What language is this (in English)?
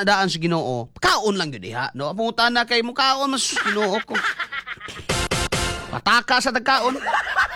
Cebuano